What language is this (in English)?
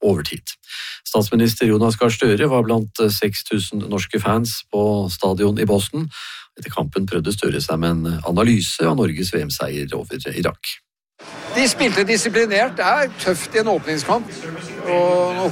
Norwegian